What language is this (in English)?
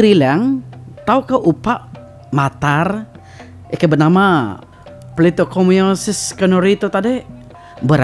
Iban